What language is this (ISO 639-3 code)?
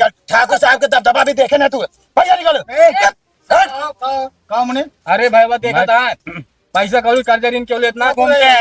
awa